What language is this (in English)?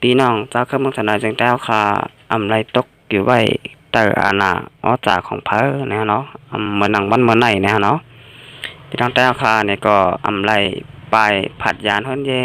Shan